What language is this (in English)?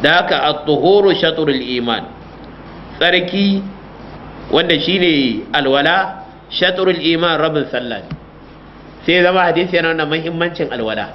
Hausa